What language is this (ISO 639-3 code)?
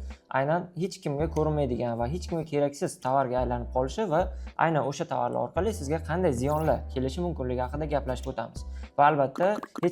uzb